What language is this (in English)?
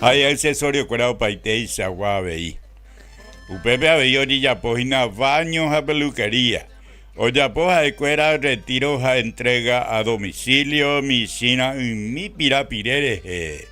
Guarani